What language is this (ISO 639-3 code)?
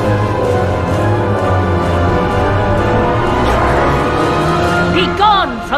eng